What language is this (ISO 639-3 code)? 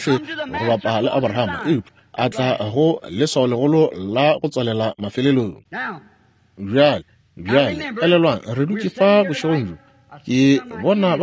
nso